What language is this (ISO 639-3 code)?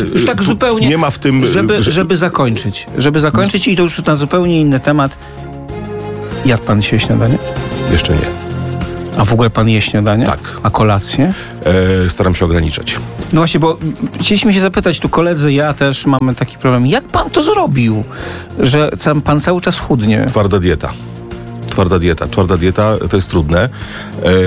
pol